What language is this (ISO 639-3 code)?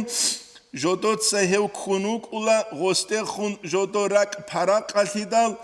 ava